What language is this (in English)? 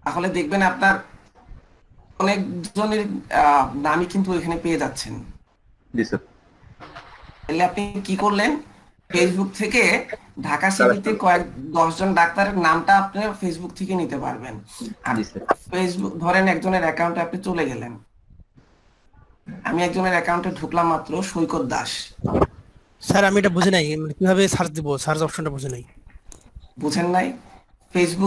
Bangla